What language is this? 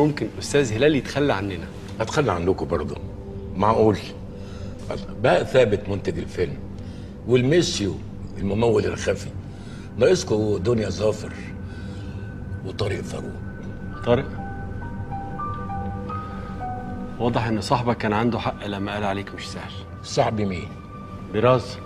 Egyptian Arabic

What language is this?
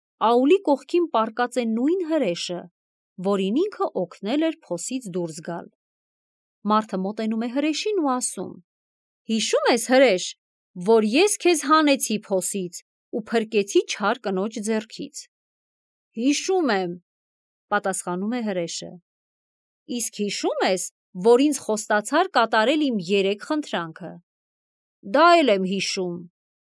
Armenian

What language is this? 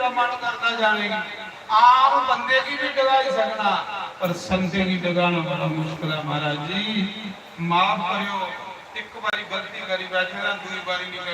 Dogri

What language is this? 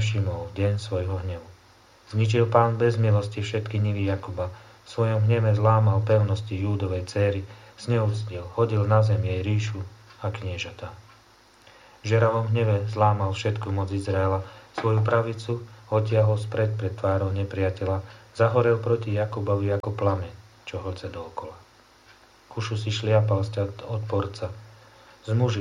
Slovak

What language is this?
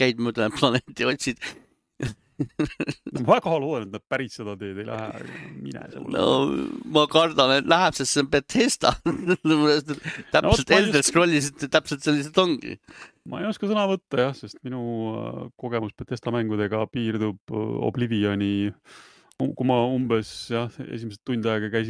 Estonian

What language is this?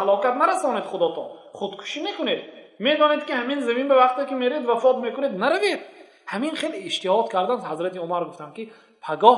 Tajik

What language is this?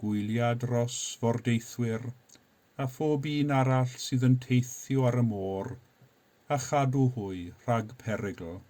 Welsh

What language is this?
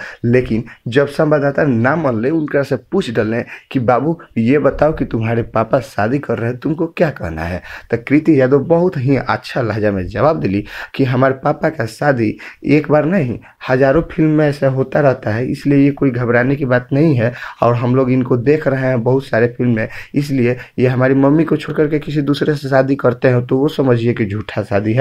Bhojpuri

